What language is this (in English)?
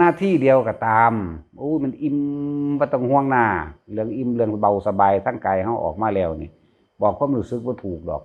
Northeastern Thai